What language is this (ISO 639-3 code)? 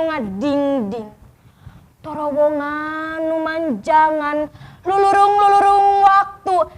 sun